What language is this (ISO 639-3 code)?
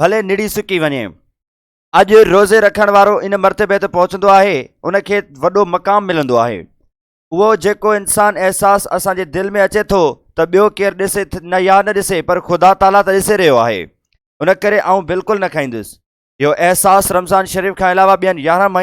snd